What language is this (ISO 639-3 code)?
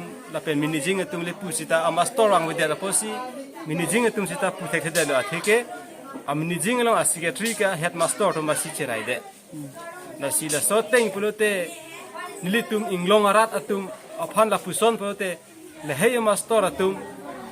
mjw